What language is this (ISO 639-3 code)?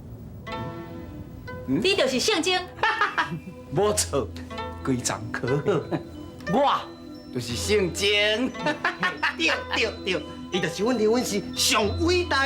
nan